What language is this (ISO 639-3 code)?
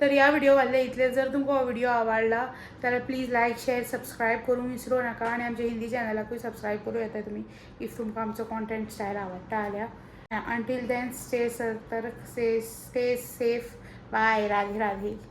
kok